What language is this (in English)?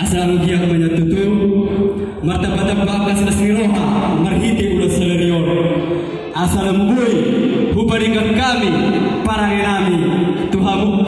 Batak Toba